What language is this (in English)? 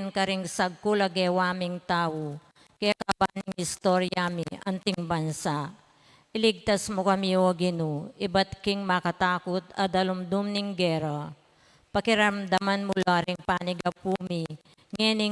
Pampanga